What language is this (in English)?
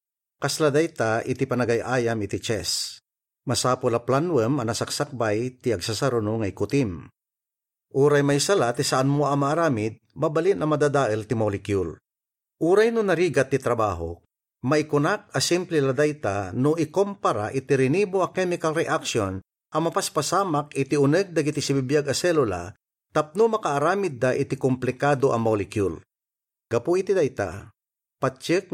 Iloko